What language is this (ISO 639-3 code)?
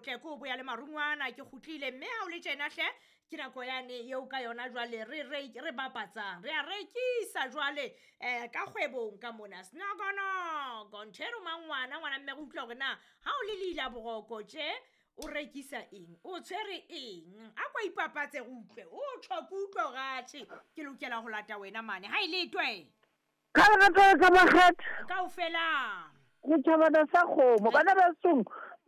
sot